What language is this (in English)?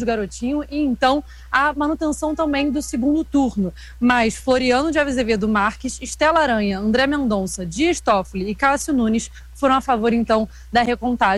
Portuguese